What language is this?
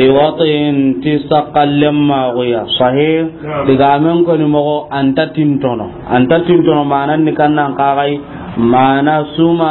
Soninke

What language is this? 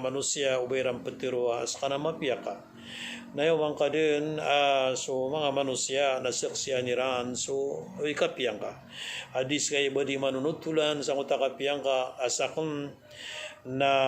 Maranao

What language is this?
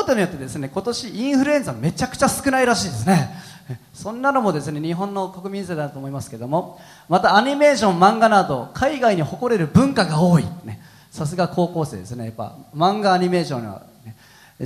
Japanese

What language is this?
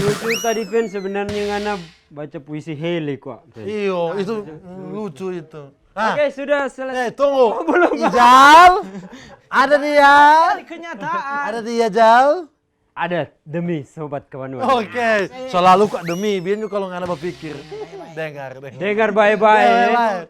Manado Malay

